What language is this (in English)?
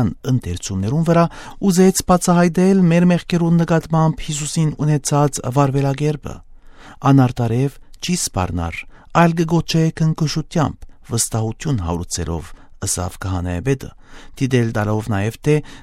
Armenian